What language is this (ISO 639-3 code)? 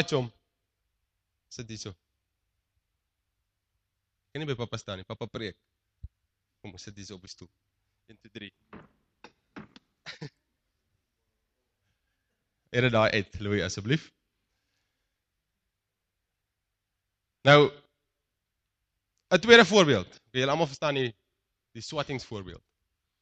afr